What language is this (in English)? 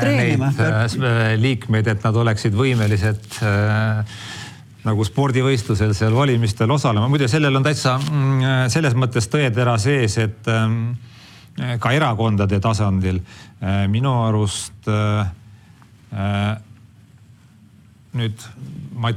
Estonian